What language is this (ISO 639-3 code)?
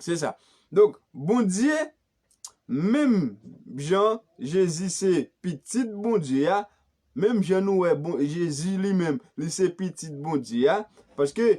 hat